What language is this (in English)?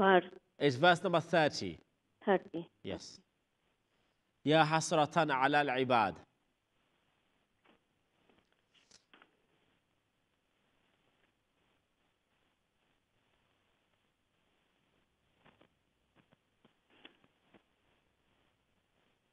Urdu